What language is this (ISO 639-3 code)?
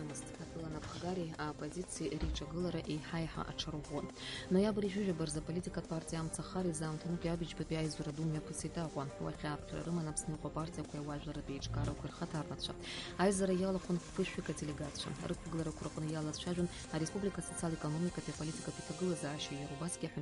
abk